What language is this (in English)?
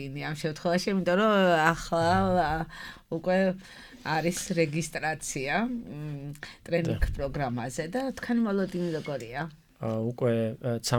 Georgian